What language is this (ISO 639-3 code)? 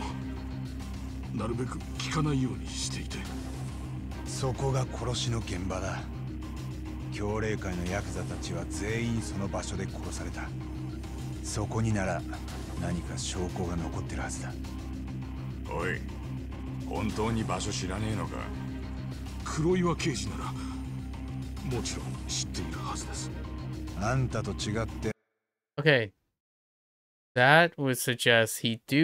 jpn